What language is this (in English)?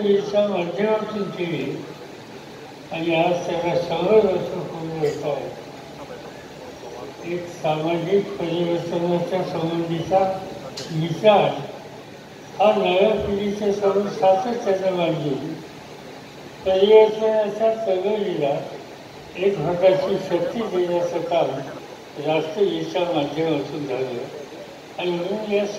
Marathi